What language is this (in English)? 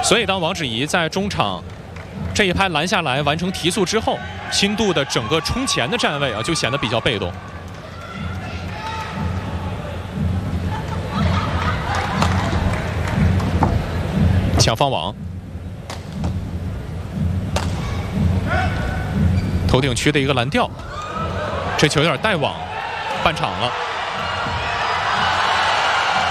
Chinese